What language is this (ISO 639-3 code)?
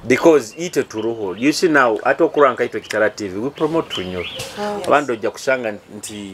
nyo